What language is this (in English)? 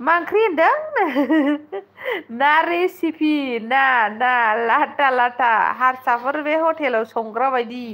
Bodo